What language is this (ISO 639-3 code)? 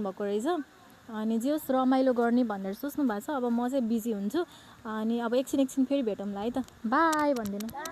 nep